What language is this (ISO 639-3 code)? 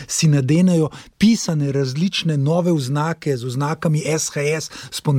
slv